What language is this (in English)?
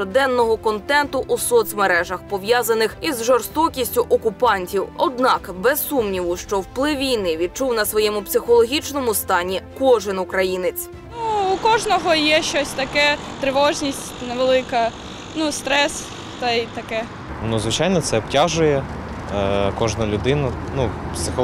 Ukrainian